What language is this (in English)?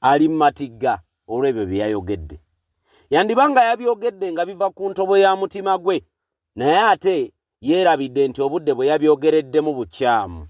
Ganda